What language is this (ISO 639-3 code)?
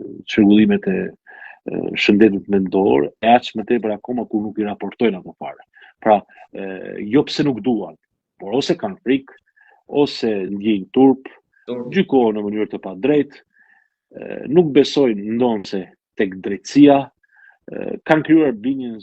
sqi